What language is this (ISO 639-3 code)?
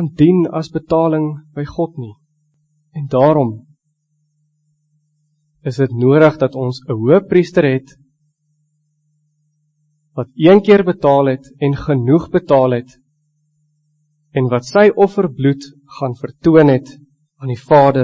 afr